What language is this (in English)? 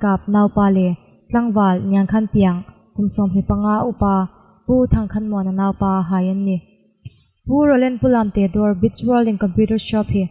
Hmar